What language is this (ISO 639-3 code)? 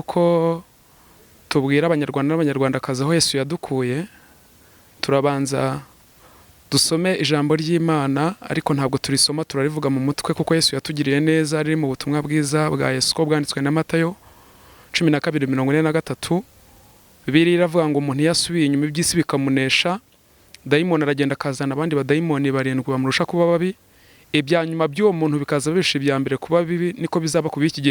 kin